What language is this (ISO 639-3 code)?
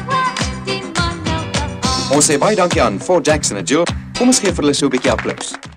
afr